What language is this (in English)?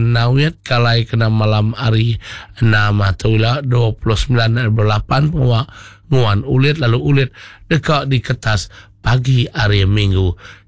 Iban